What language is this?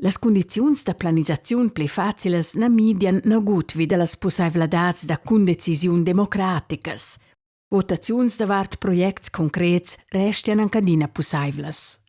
Romansh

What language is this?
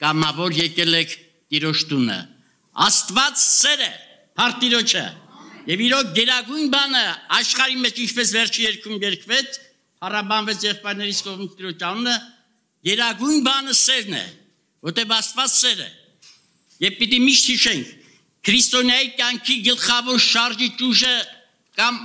Armenian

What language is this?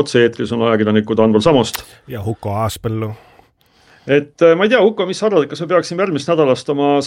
Estonian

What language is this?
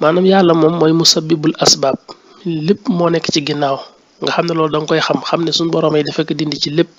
Wolof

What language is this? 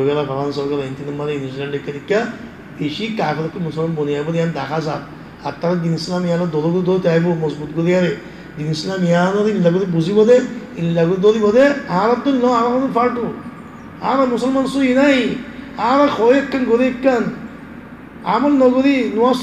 Rohingya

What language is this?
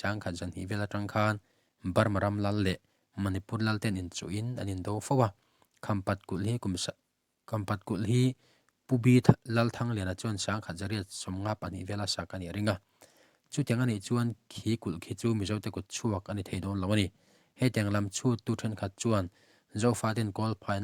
Mizo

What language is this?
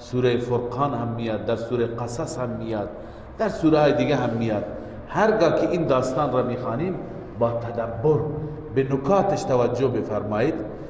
Persian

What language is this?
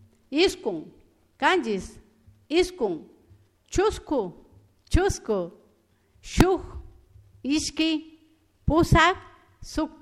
Chimborazo Highland Quichua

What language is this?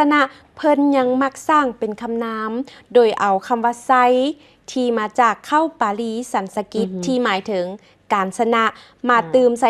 Lao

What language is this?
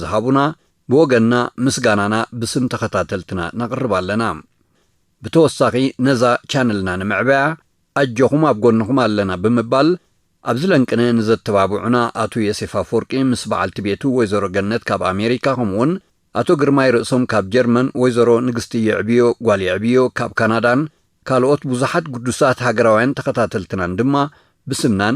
Tigrinya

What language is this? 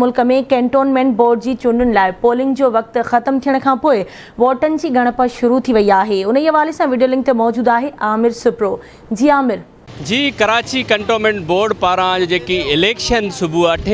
Sindhi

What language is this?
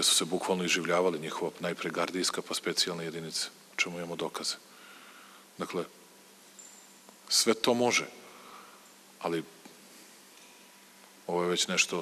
Serbian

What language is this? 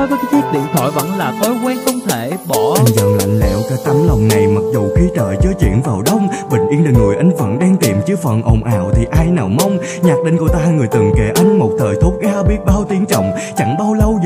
Vietnamese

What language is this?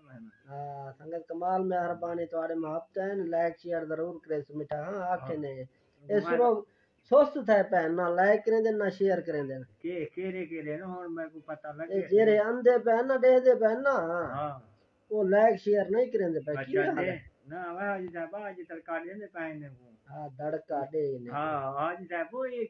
Saraiki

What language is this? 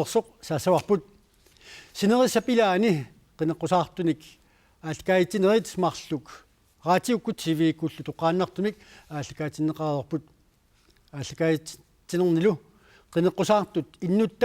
Kalaallisut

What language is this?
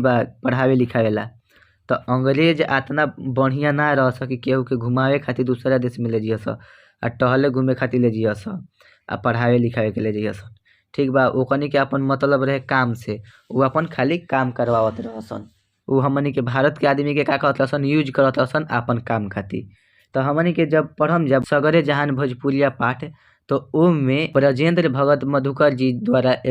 Bhojpuri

